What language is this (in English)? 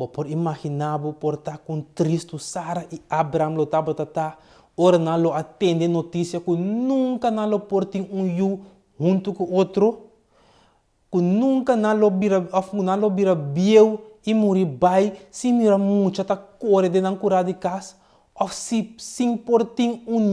Papiamento